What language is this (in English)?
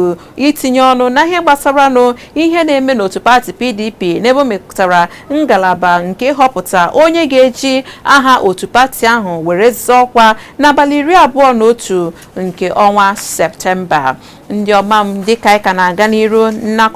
Igbo